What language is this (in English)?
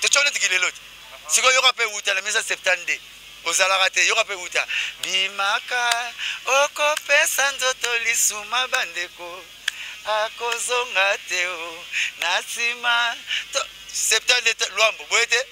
Lingala